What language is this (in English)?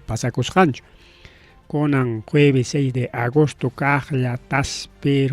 Ayacucho Quechua